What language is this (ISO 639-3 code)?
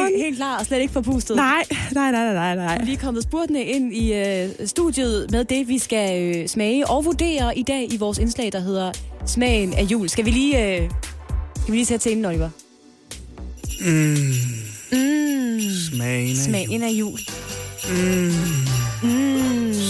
dan